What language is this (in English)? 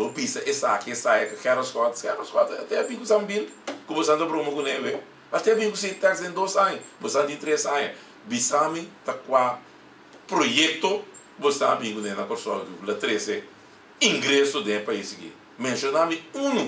Papiamento